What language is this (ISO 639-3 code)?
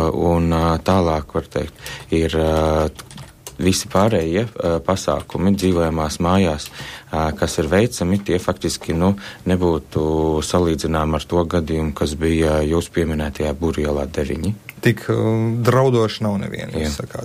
lav